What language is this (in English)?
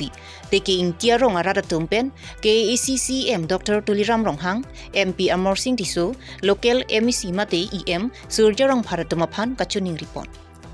Karbi